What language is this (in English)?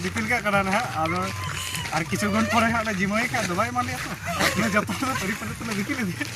Santali